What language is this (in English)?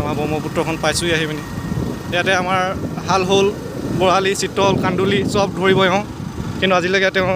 Assamese